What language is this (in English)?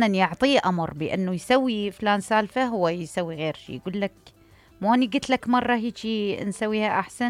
Mesopotamian Arabic